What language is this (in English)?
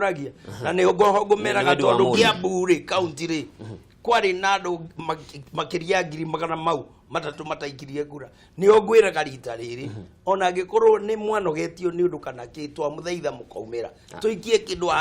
Kikuyu